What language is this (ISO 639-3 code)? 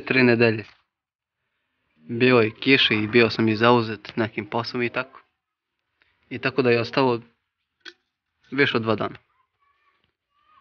srp